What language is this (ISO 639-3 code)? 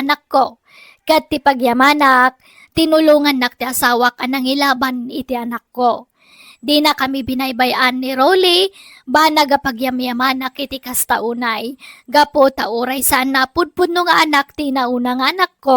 ilo